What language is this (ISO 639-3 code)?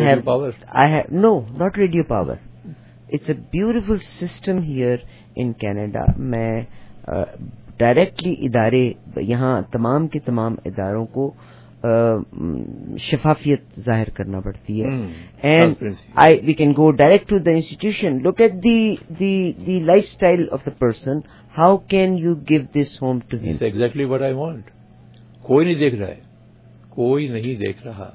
urd